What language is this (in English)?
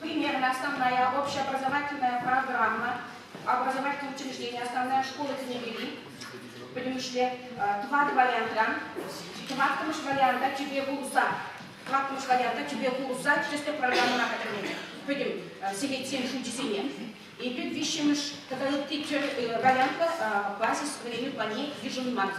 Chuvash